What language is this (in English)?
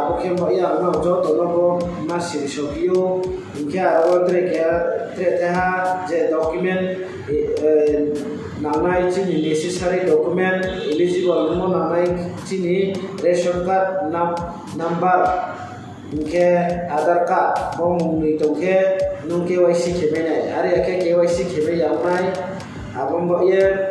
Riang (India)